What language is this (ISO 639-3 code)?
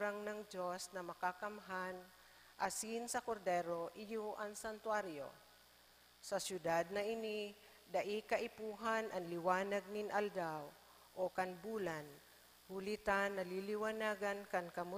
bik